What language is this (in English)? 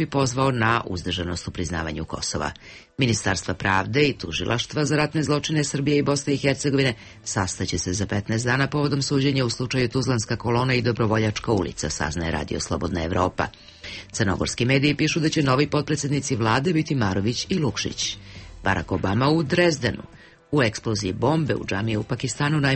Serbian